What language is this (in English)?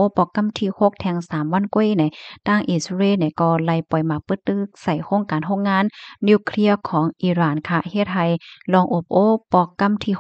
Shan